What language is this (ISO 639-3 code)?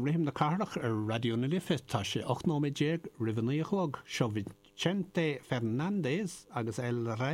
gle